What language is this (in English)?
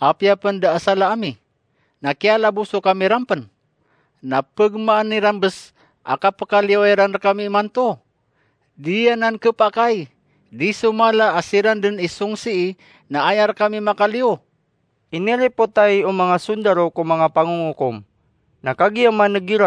Maranao